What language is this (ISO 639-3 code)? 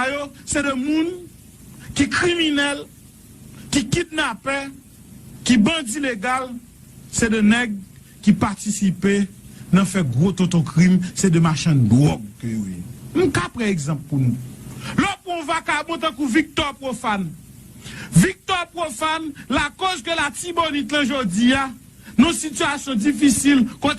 hat